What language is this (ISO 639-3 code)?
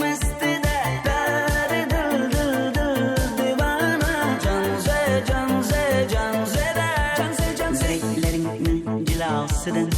kaa